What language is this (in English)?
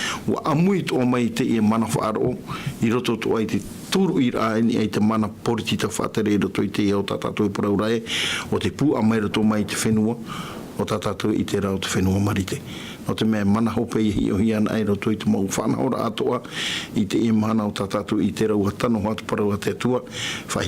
Tahitian